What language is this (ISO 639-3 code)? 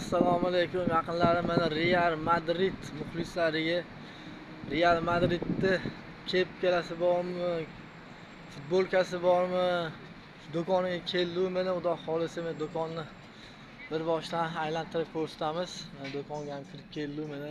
uzb